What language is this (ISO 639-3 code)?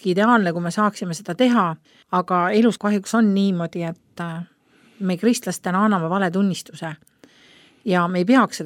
est